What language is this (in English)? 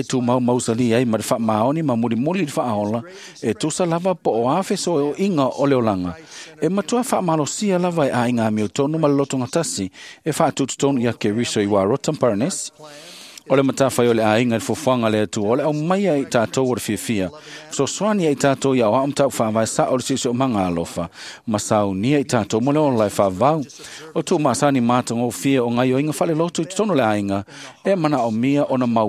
Samoan